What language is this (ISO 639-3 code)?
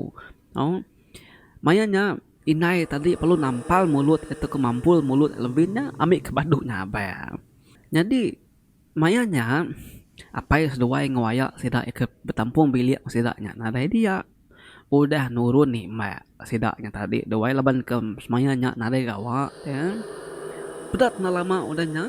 iba